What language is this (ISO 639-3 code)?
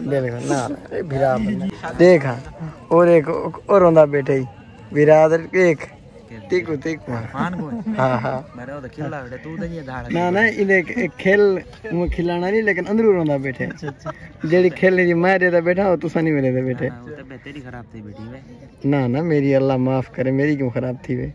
skr